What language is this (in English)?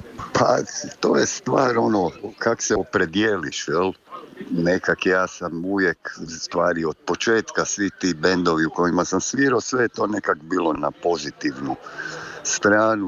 Croatian